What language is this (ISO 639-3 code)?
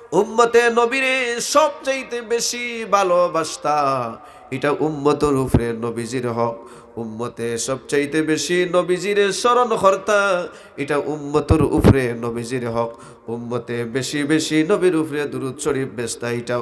syl